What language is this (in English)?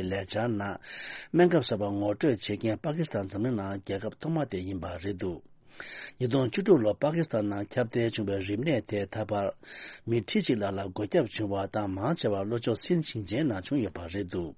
Tibetan